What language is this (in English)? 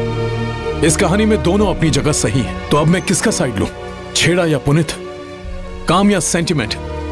Hindi